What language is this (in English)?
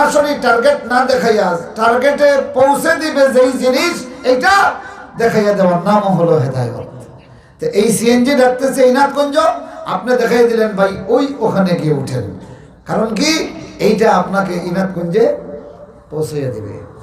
Sylheti